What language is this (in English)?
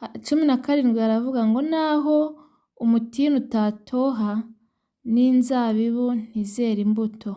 Kinyarwanda